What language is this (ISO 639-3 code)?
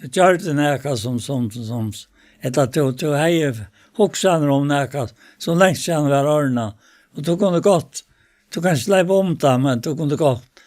fao